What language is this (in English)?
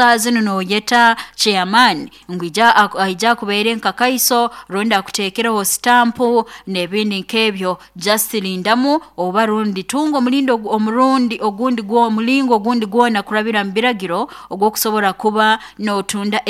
Nyoro